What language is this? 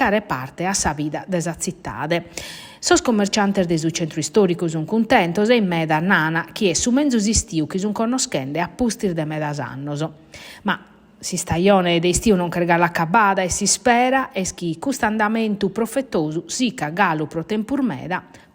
Sardinian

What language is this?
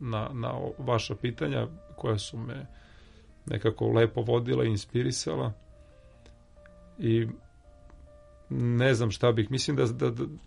Serbian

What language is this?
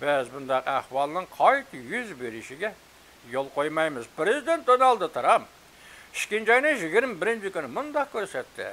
Uyghur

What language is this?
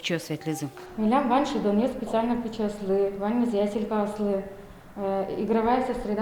Udmurt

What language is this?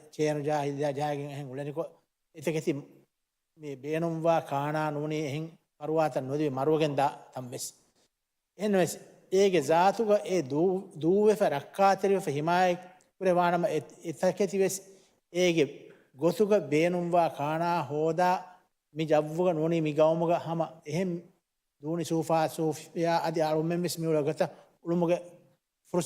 Divehi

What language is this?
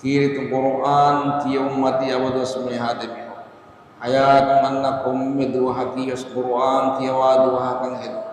Divehi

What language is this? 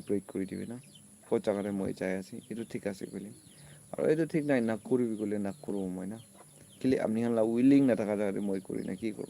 Naga Pidgin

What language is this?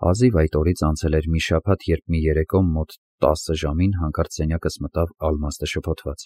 Armenian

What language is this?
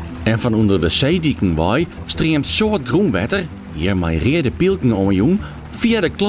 Western Frisian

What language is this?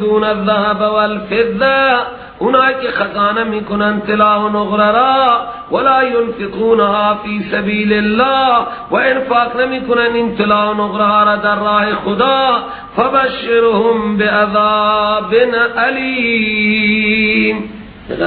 Persian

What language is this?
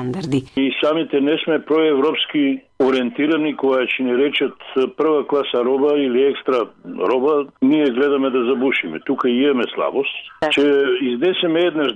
Macedonian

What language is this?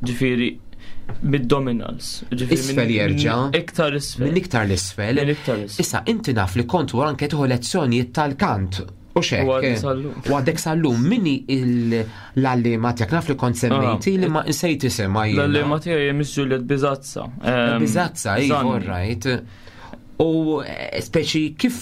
Maltese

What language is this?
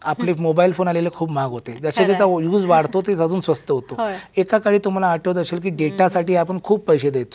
Marathi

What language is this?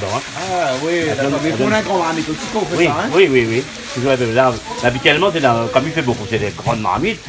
Réunion Creole French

